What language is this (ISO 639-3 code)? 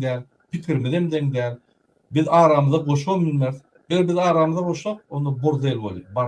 tuk